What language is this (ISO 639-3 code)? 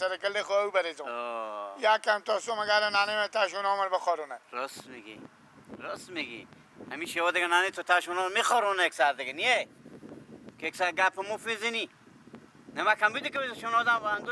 fas